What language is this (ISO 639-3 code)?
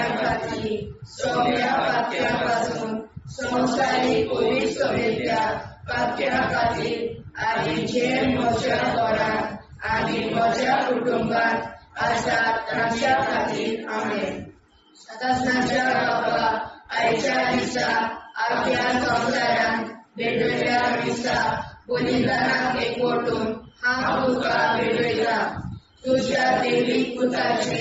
kok